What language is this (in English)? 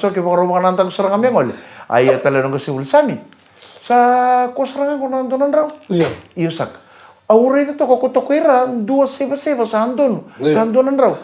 Fijian